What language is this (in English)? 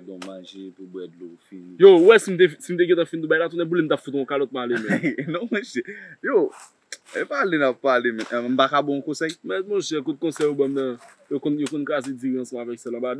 Haitian Creole